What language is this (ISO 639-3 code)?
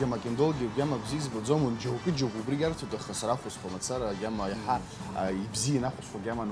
abk